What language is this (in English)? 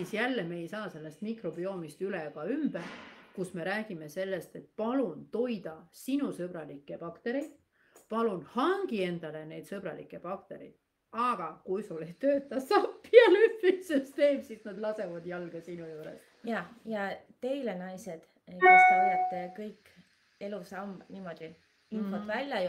Estonian